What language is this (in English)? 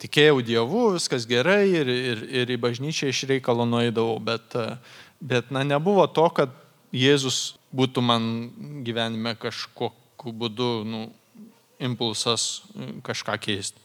Lithuanian